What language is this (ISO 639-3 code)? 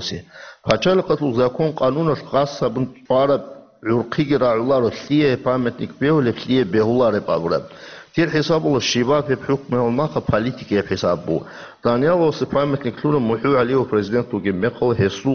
ava